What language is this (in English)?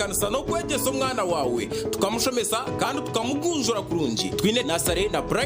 Nyankole